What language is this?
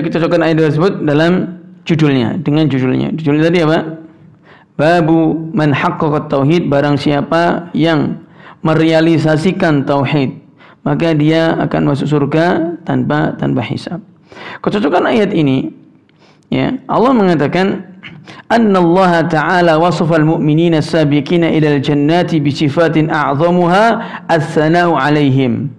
Indonesian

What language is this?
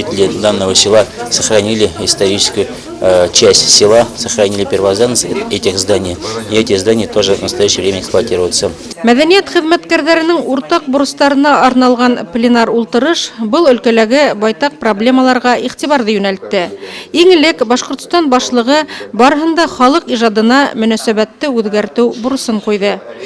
Bashkir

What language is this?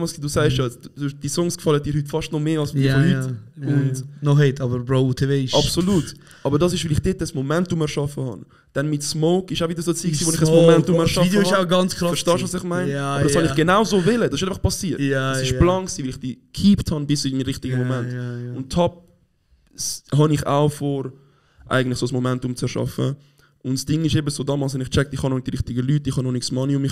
Swiss German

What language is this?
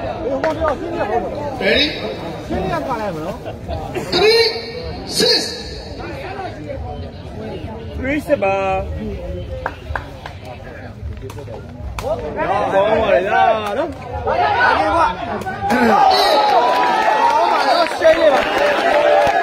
Burmese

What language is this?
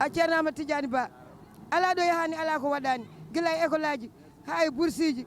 Fula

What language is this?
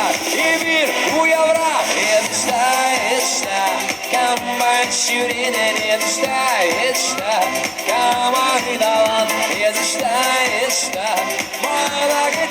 Chuvash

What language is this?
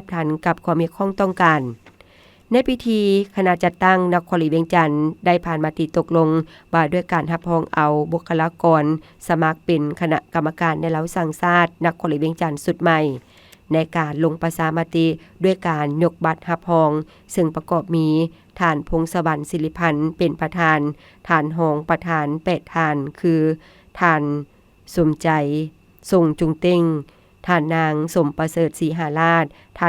Lao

